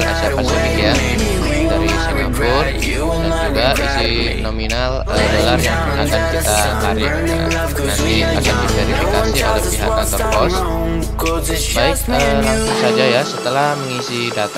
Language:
Indonesian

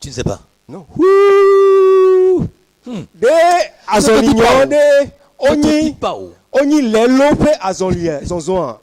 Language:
Ewe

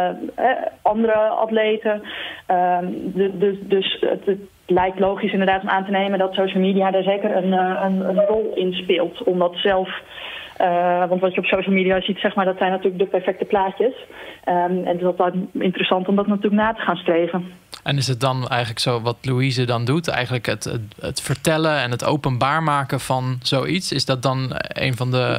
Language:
Dutch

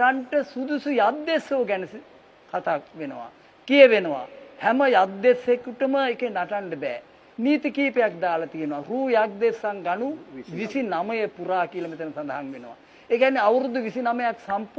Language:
Sinhala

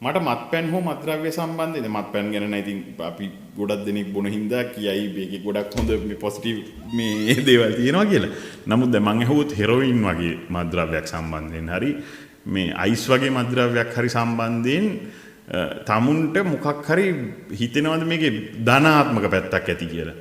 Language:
Sinhala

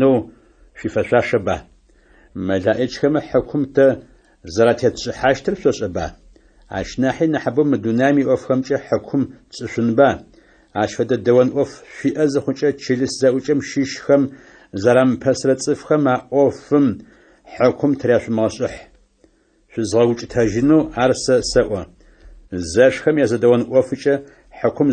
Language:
Adyghe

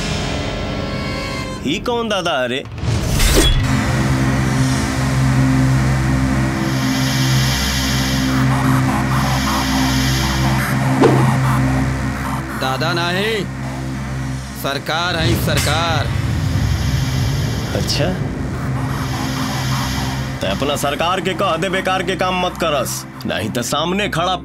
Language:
Bhojpuri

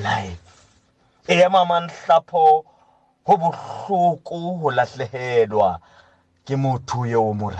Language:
Southern Sotho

